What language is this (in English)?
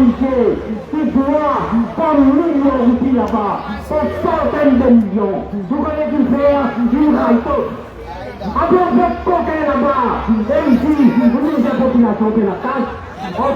Morisyen